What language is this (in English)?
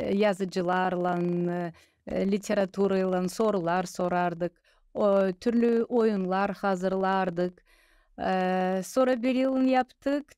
Gagauz